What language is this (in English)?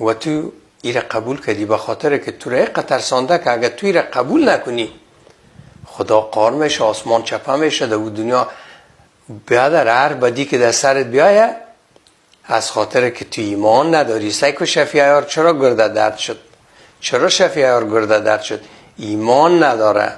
Persian